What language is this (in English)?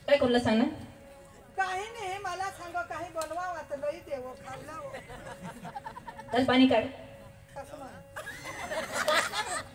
Marathi